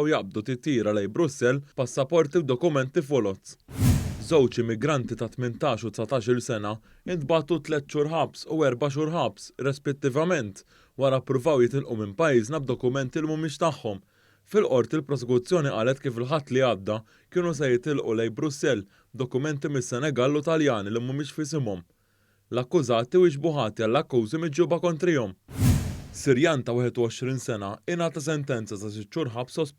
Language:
Maltese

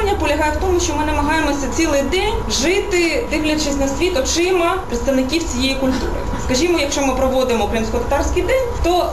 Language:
Ukrainian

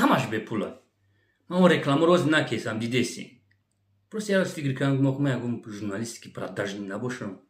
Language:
Tajik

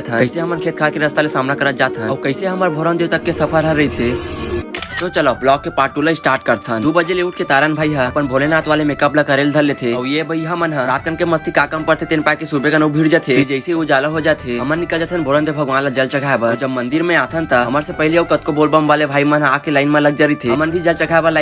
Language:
Chhattisgarhi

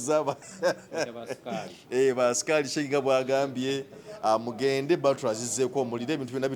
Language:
Ganda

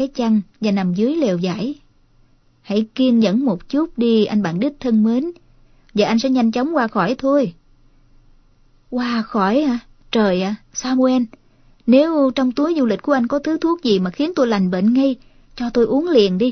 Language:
Vietnamese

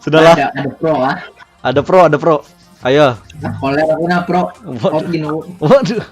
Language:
Banjar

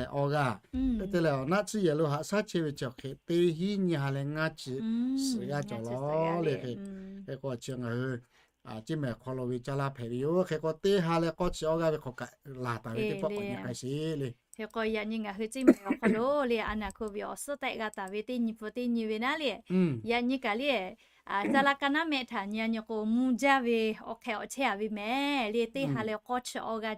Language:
Lahu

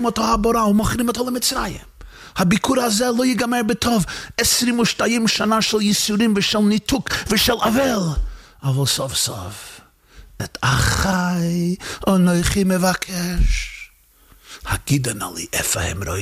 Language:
Hebrew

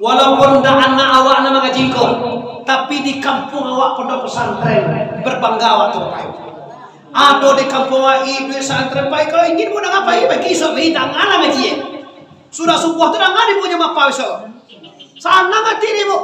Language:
Minangkabau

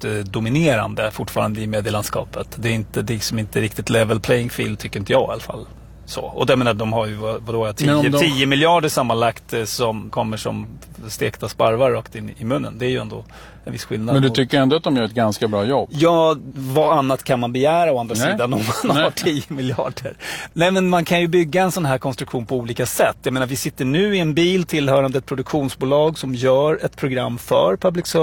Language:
Swedish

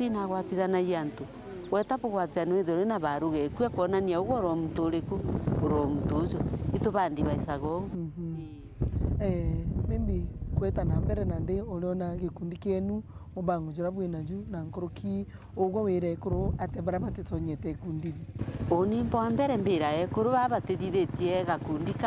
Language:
Meru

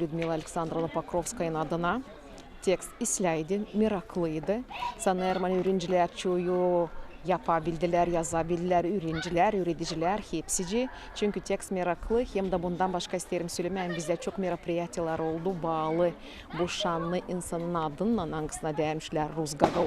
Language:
Gagauz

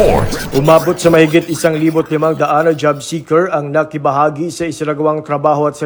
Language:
Filipino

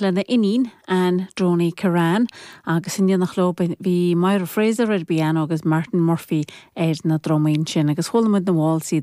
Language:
Irish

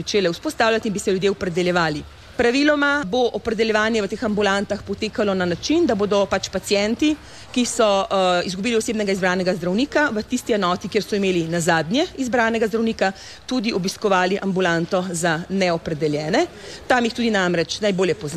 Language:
Slovenian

